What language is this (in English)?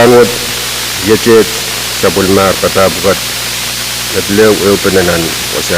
Pohnpeian